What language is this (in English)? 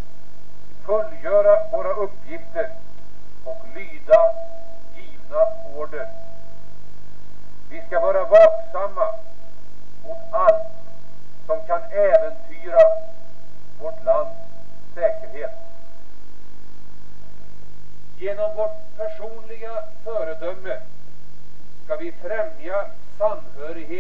Swedish